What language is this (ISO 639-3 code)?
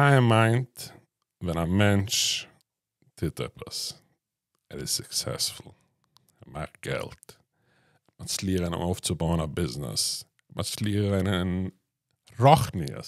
yid